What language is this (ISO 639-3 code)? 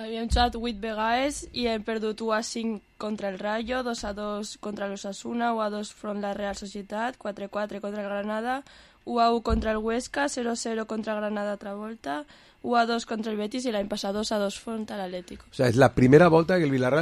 cat